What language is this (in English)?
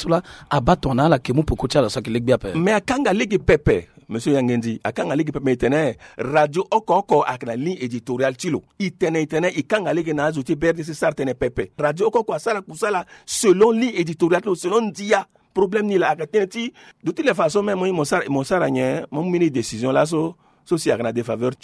Sango